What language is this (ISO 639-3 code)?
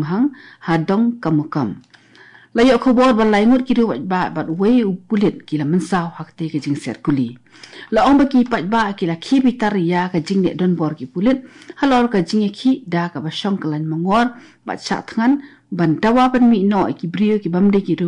kha